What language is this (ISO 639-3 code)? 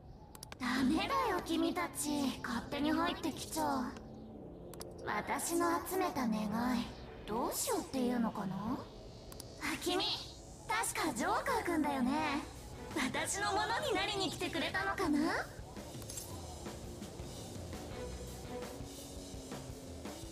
jpn